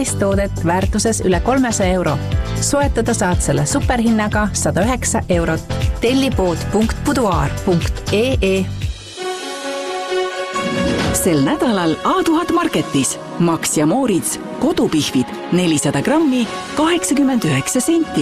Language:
Estonian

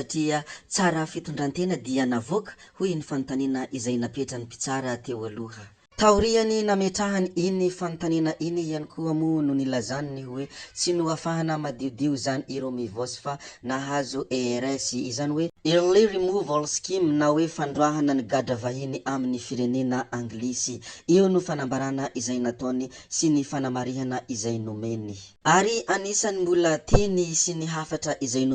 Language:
Malagasy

